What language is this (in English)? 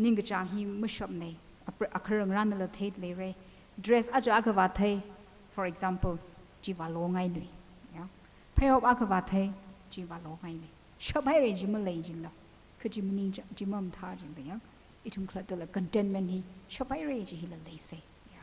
Tangkhul Naga (India)